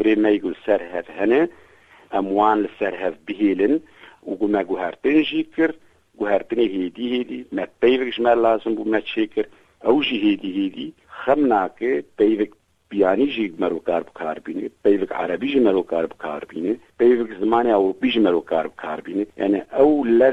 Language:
Kurdish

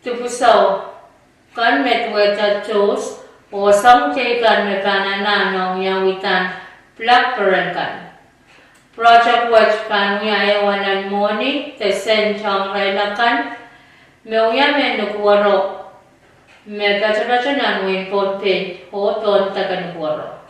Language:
Pohnpeian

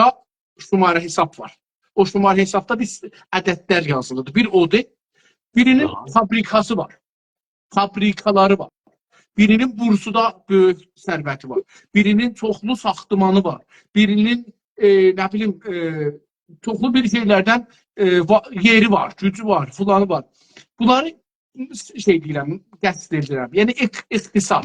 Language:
South Azerbaijani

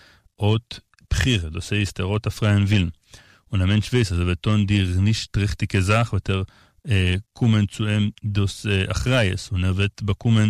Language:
Yiddish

